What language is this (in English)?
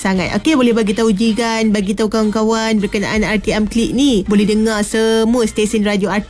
Malay